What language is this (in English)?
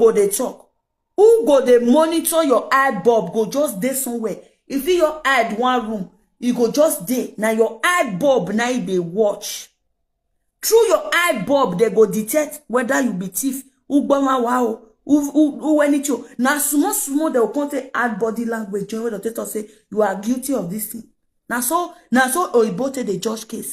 Nigerian Pidgin